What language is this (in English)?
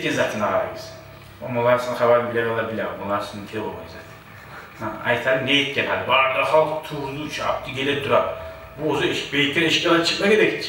Kumyk